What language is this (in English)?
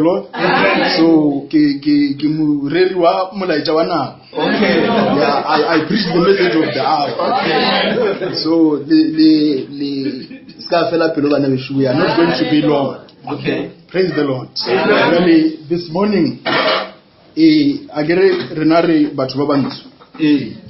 Northern Sotho